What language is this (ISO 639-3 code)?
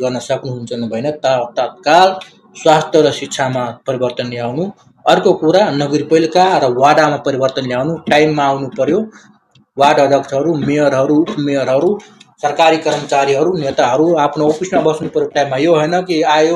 nep